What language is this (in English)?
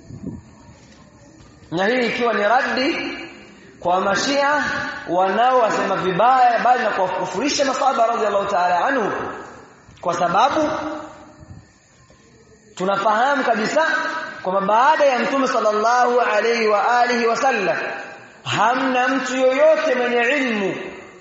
Swahili